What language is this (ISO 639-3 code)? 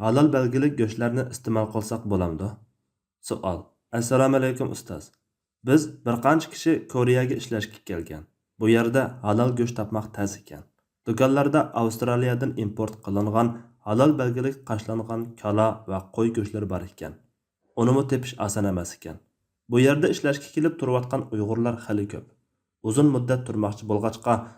uig